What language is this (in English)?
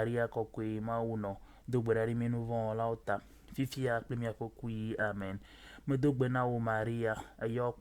Ewe